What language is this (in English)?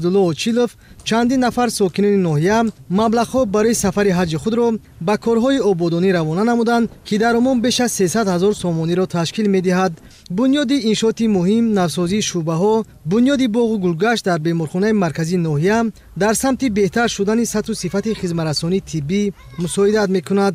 Tajik